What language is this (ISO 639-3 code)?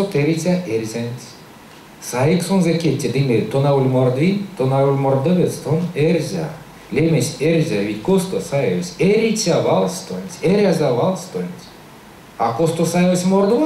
myv